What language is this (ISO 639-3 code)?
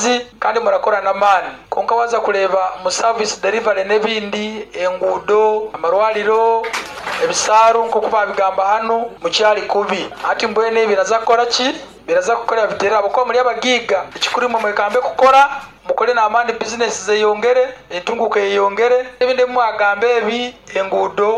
nyo